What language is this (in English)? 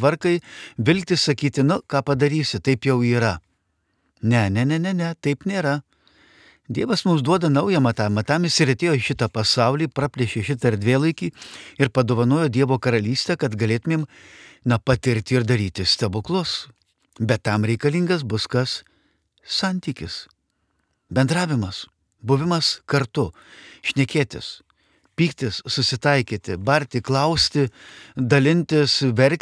Lithuanian